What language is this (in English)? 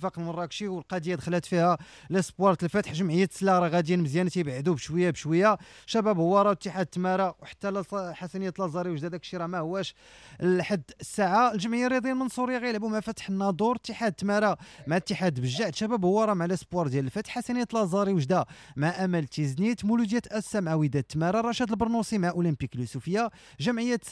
Moroccan Arabic